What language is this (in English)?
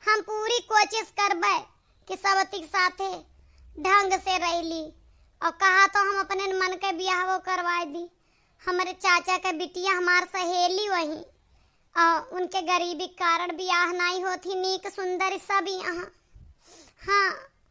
Awadhi